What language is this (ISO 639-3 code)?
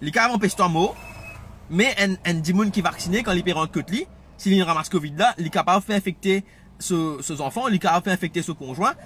mfe